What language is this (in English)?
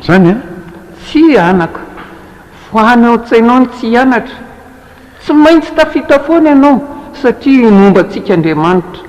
Malagasy